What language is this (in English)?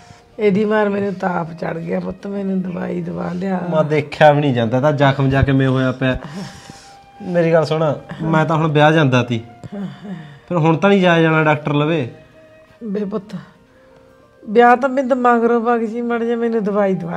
Punjabi